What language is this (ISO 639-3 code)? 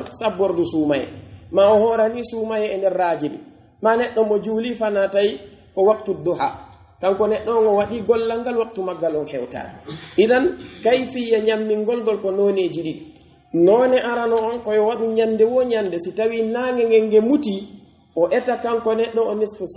fuf